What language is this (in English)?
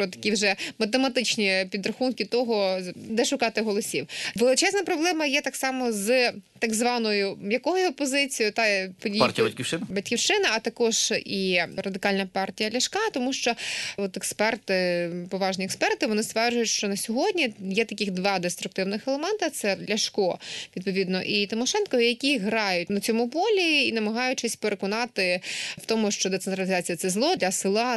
Ukrainian